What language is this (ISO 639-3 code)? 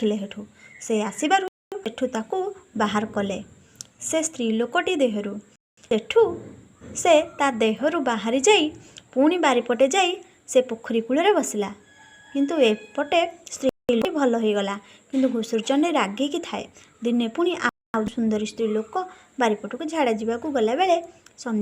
ori